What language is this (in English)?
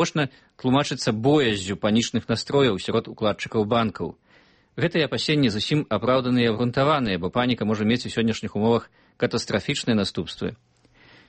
Belarusian